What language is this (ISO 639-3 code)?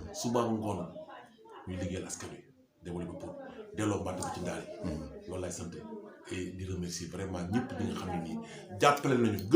wol